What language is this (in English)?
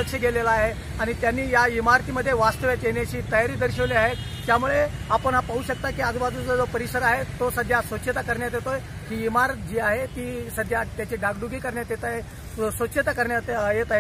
Marathi